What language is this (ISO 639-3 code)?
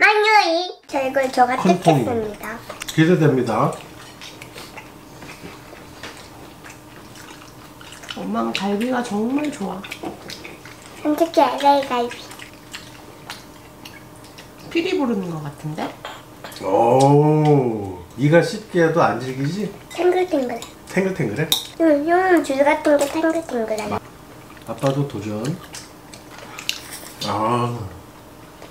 kor